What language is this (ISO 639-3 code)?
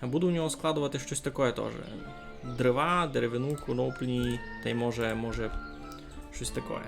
rue